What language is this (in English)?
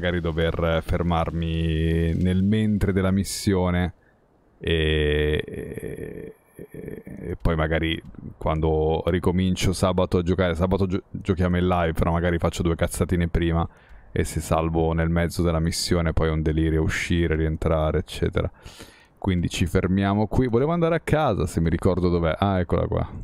Italian